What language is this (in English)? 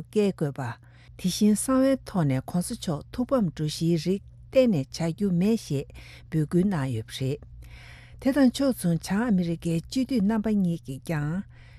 Tibetan